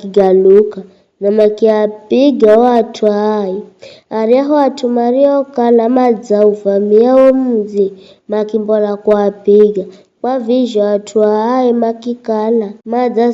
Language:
Giryama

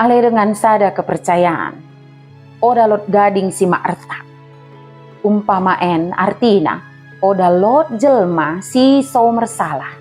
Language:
Batak Dairi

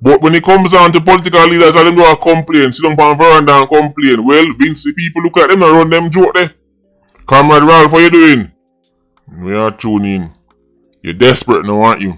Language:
Jamaican Creole English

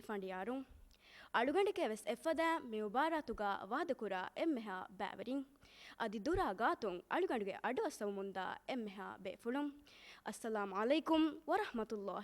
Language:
Divehi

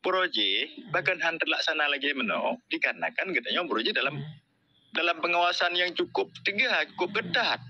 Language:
Achinese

